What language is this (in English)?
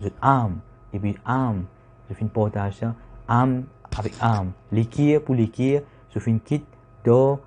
Morisyen